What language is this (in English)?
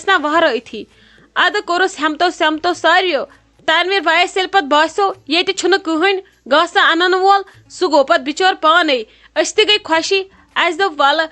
Kashmiri